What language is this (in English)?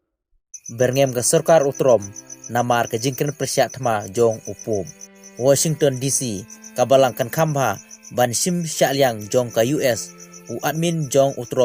Khasi